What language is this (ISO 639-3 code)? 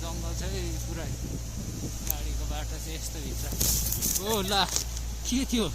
nep